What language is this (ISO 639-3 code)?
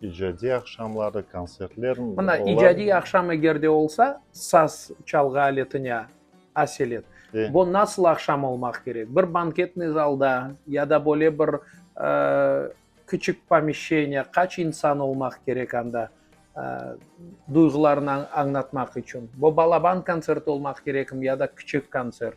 crh